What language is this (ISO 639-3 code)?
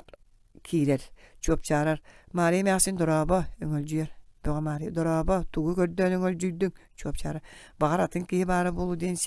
sah